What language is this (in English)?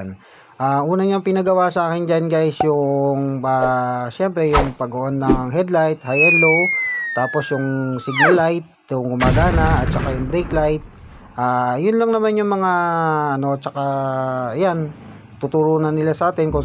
Filipino